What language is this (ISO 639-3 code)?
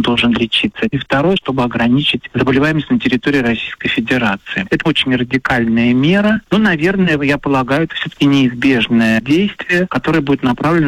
rus